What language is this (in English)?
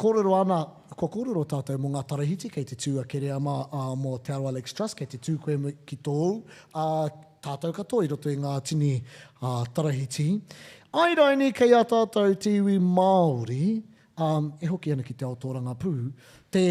Māori